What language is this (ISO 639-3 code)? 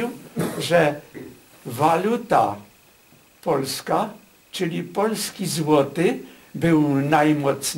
pol